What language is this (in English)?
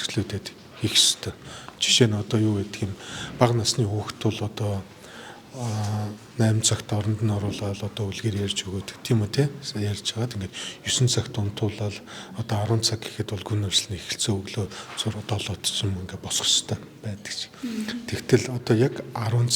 Mongolian